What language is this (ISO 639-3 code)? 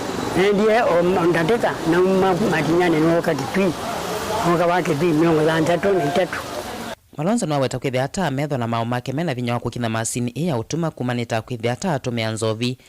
kam